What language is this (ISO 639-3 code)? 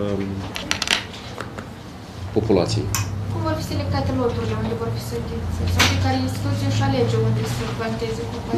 ron